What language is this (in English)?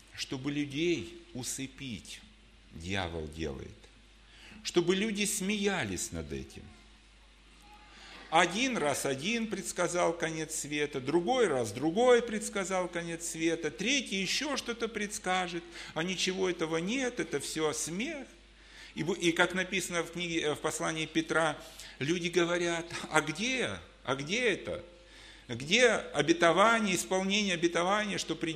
Russian